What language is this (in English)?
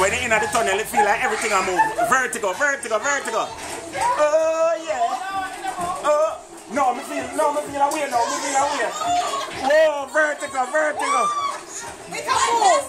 Jamaican Creole English